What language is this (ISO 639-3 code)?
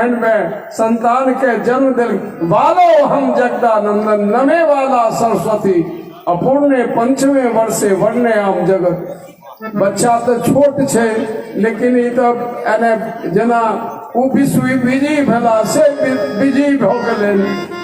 mai